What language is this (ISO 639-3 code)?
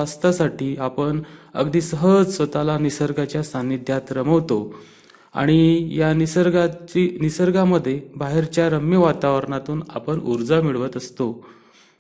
mar